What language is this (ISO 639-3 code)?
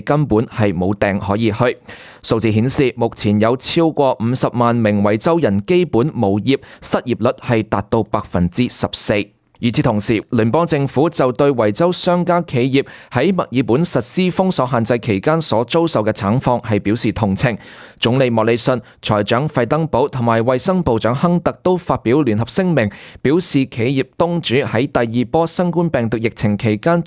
yue